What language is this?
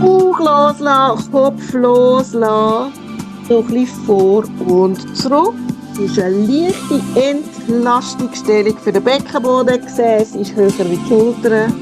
Swiss German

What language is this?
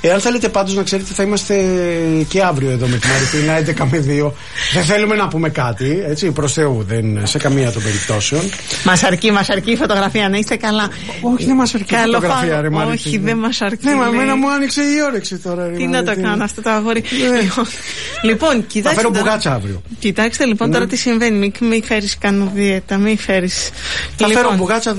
Greek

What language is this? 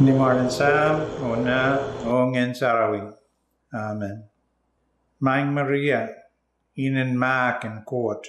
Pohnpeian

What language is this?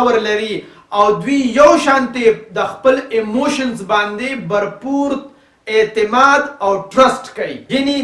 Pashto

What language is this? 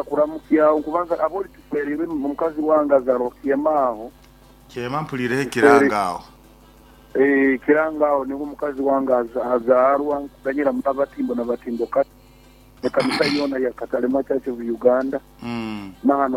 Nyankole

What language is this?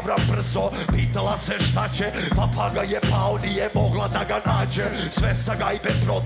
Serbian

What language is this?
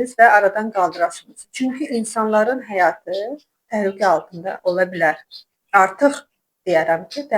Azerbaijani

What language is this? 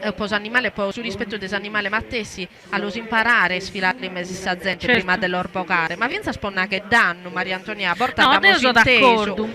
Sardinian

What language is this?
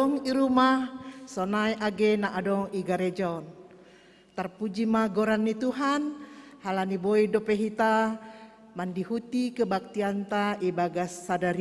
Batak Simalungun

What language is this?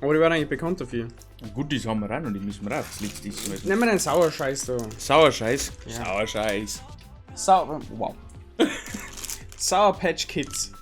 Bavarian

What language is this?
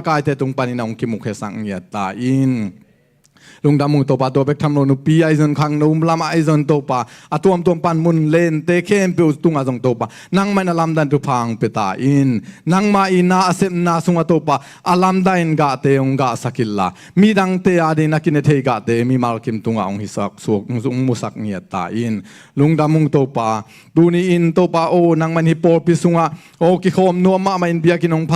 Tedim Chin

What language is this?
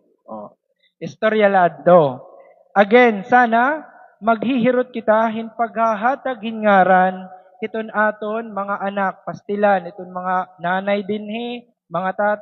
Waray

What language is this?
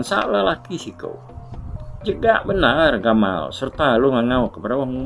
Iban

